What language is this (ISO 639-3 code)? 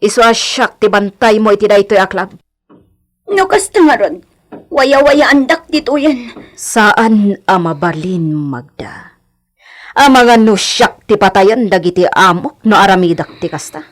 ilo